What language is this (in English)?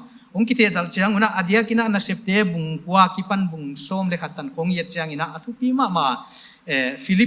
Paite Chin